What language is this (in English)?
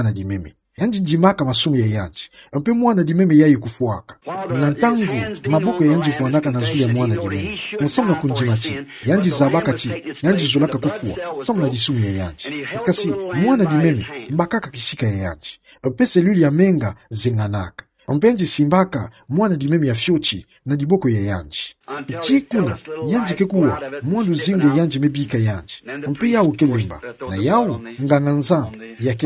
Kituba (Democratic Republic of Congo)